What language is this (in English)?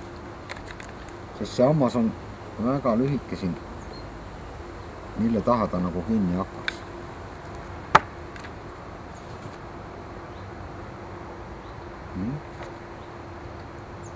Estonian